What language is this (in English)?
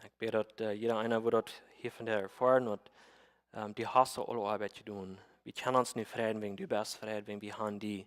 Plautdietsch